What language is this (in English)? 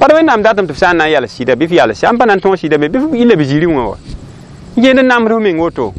Mossi